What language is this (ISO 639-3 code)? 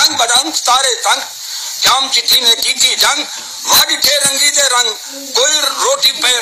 skr